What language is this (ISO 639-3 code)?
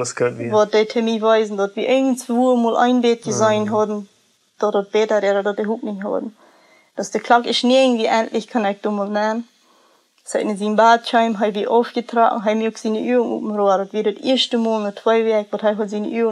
pdt